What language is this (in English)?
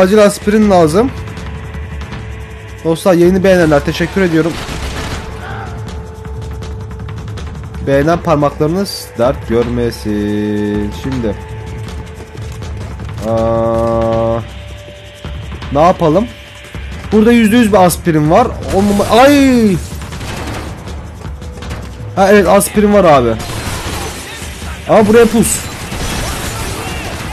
Turkish